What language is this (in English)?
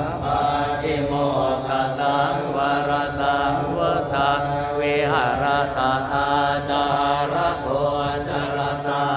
Pali